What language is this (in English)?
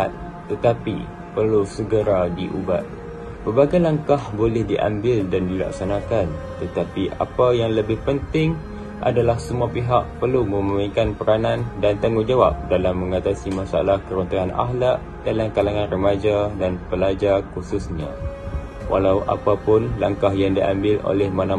Malay